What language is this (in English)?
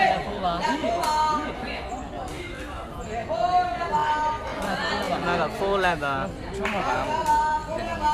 Burmese